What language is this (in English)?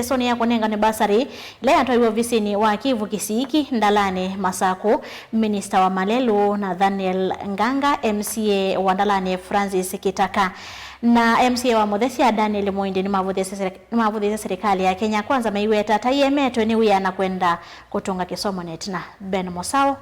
Kamba